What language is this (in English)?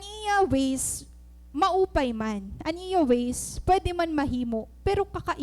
Waray